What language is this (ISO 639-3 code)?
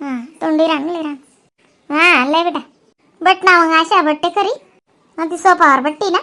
khn